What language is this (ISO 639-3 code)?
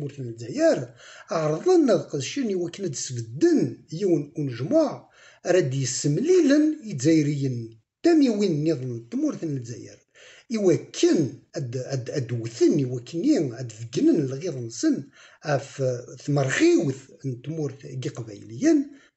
kab